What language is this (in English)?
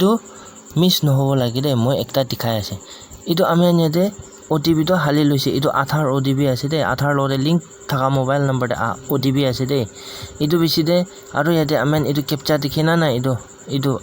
Naga Pidgin